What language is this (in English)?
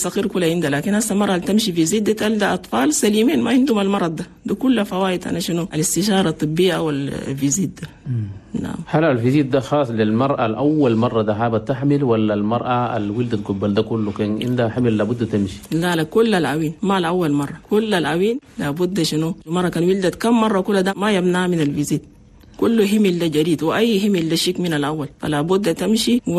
Chadian Arabic